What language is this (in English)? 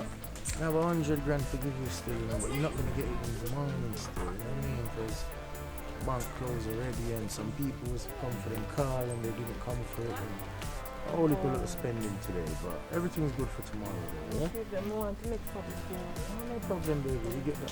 Jamaican Creole English